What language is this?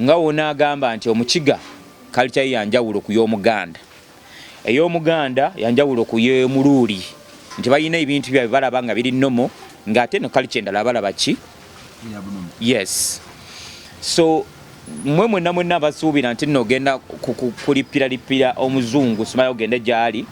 Ganda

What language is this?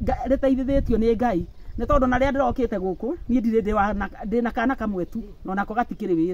Kikuyu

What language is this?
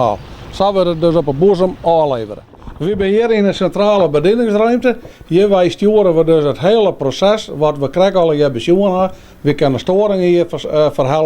Western Frisian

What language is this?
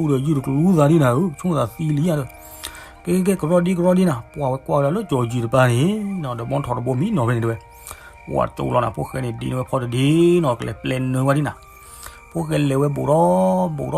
S'gaw Karen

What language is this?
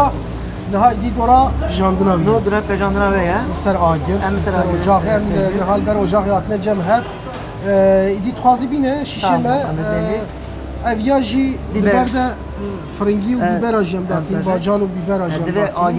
Kurdish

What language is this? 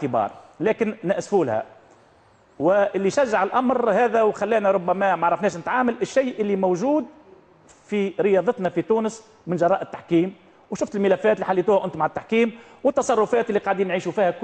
Tunisian Arabic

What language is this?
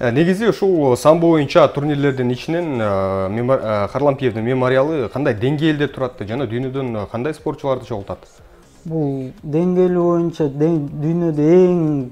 Kyrgyz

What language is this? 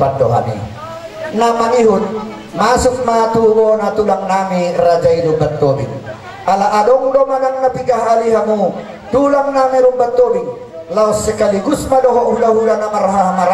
Batak Toba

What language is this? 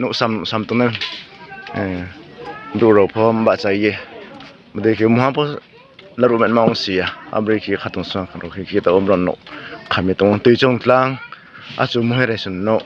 Riang (India)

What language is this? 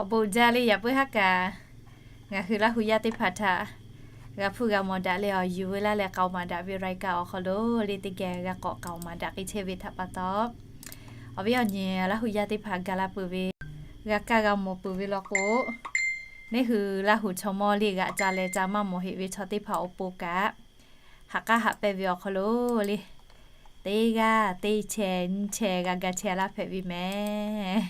Lahu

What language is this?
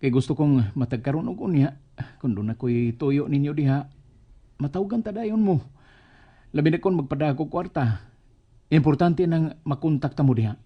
Cebuano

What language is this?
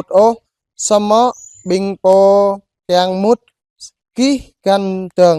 Jarai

